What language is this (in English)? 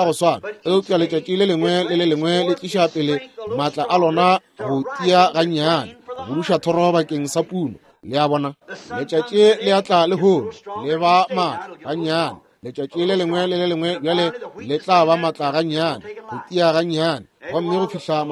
Northern Sotho